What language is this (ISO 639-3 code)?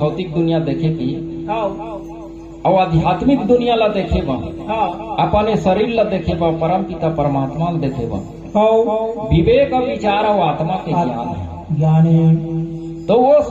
hne